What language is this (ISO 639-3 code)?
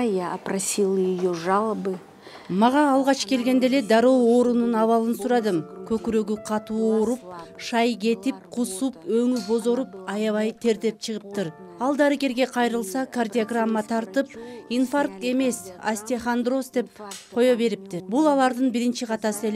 kir